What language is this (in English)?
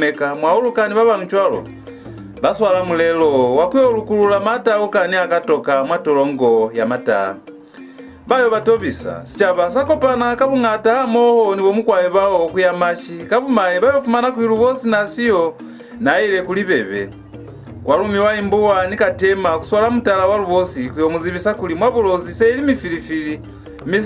Lozi